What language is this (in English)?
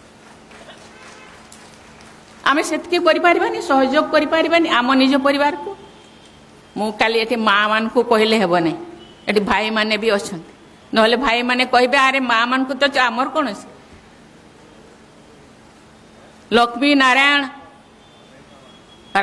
Odia